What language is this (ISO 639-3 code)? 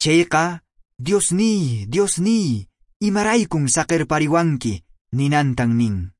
que